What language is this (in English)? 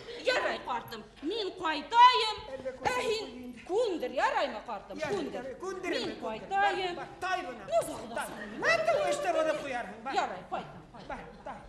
Bashkir